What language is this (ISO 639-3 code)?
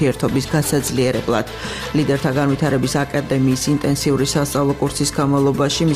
kat